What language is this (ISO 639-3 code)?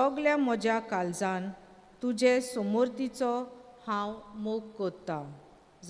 kok